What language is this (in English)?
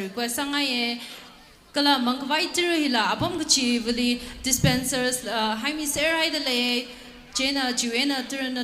Tangkhul Naga (India)